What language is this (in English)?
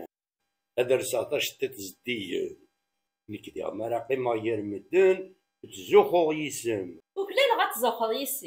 Kabyle